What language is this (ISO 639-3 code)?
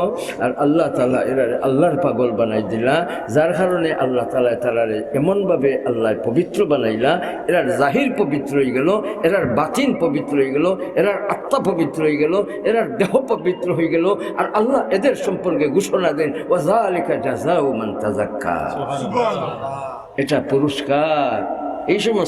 syl